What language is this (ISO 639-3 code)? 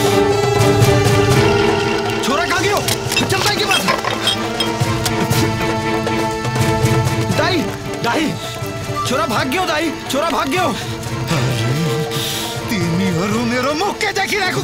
bho